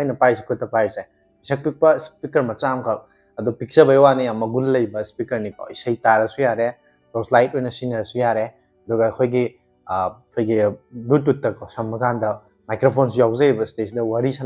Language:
Manipuri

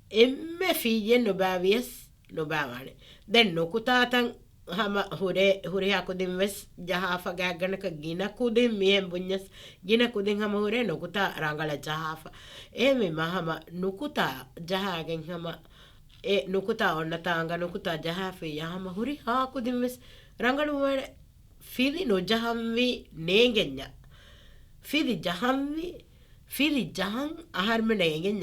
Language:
Divehi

